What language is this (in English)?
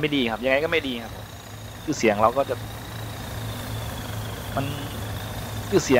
Thai